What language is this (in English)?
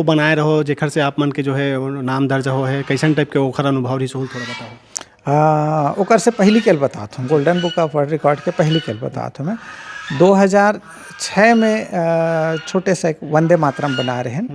Chhattisgarhi